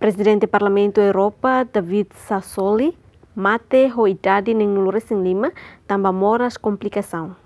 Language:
Tetum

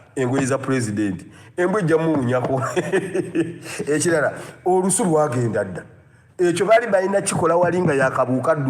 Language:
Ganda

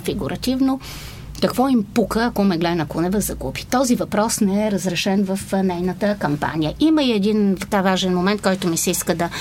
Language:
Bulgarian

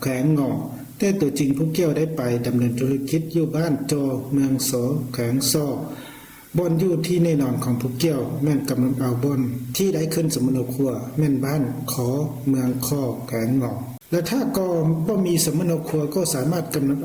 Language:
Lao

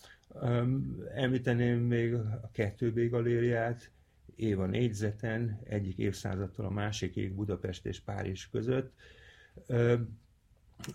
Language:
Hungarian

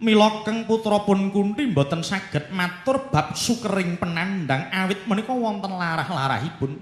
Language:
Javanese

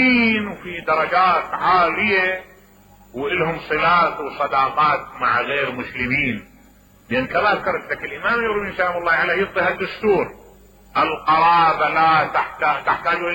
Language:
Mesopotamian Arabic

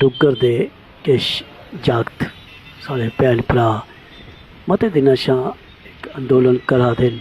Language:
Dogri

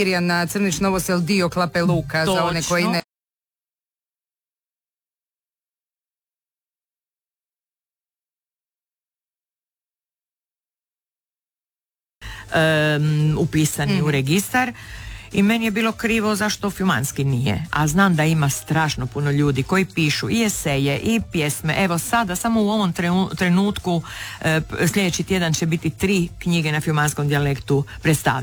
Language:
Croatian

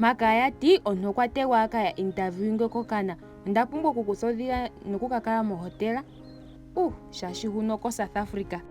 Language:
Ndonga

